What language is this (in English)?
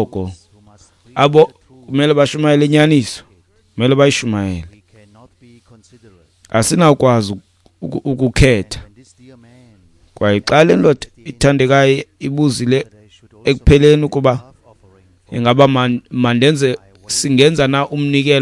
Xhosa